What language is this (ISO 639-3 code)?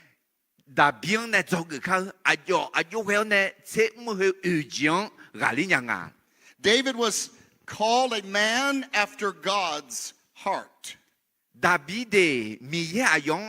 ahk